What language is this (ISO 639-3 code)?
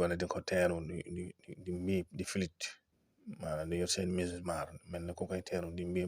wol